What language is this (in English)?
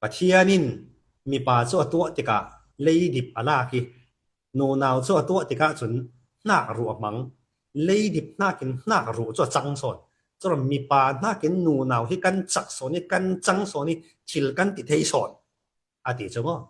Falam Chin